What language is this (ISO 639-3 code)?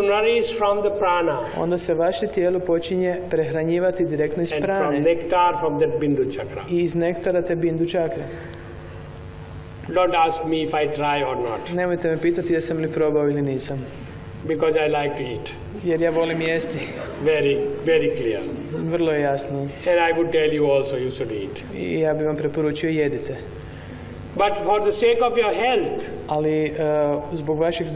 hrv